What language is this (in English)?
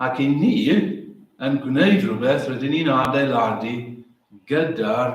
Welsh